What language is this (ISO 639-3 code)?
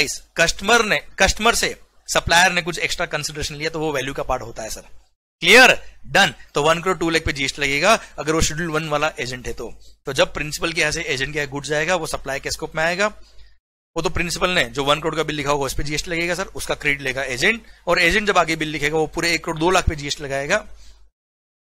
hin